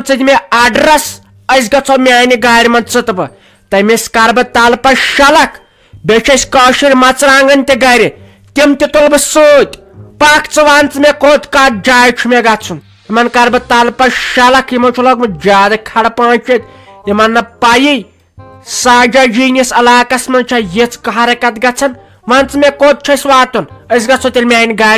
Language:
Kashmiri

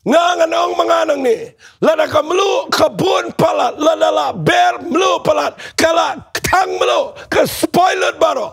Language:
Khasi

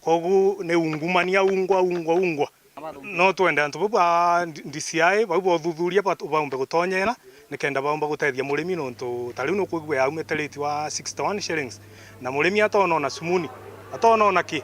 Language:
Meru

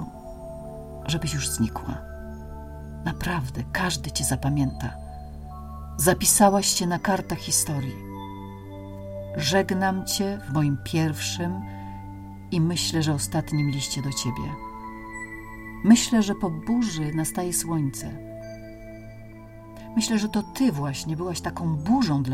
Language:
Polish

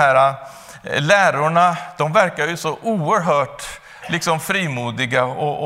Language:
Swedish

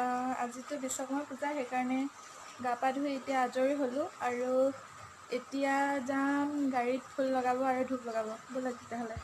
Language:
Assamese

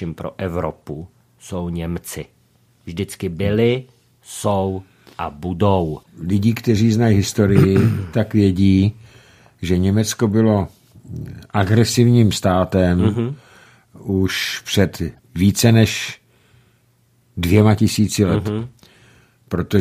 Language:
Czech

